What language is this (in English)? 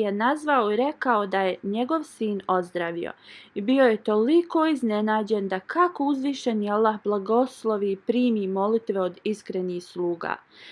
Bosnian